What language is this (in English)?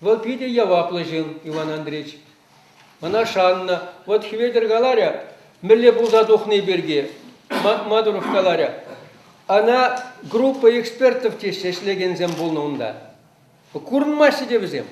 Chuvash